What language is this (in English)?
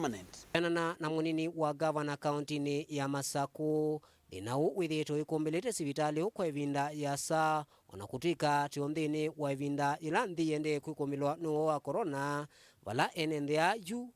Kamba